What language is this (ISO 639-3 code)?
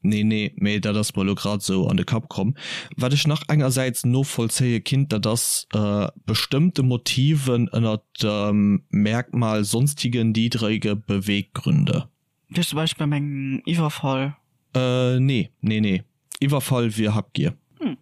ltz